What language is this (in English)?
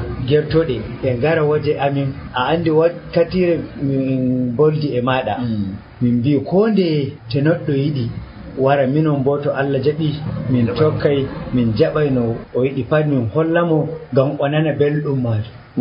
Nigerian Fulfulde